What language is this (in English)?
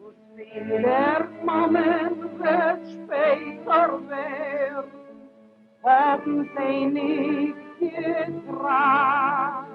Yiddish